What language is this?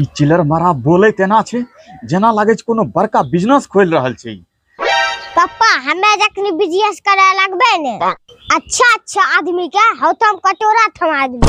Angika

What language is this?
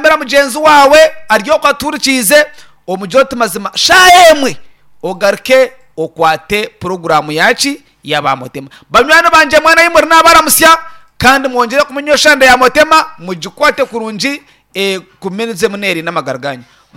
Nyankole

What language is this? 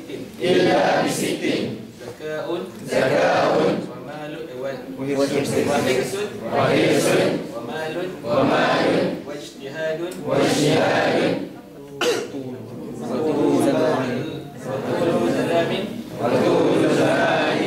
Malay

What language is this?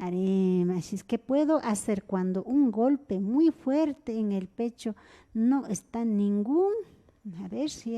Imbabura Highland Quichua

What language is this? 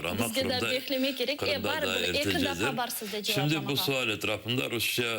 Crimean Tatar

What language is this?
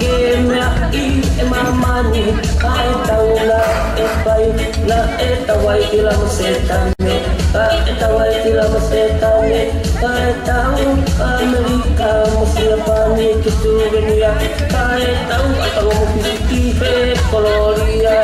Tongan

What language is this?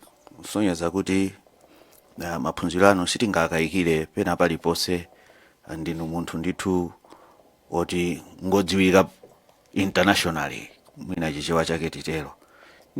Nyanja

